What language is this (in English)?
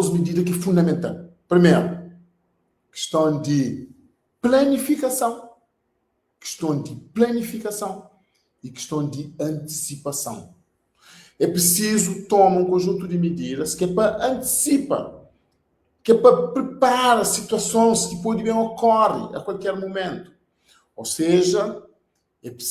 Kabuverdianu